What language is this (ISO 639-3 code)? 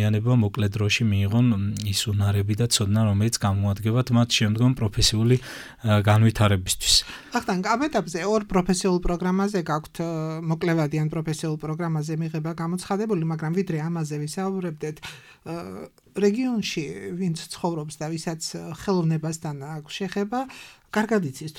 kat